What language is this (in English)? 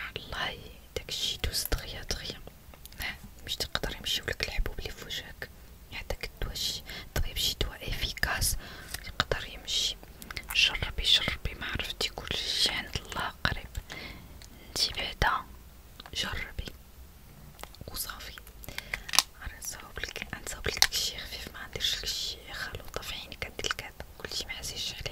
Moroccan Arabic